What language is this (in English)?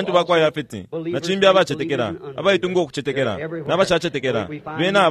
Bemba